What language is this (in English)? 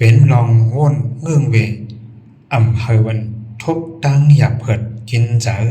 Shan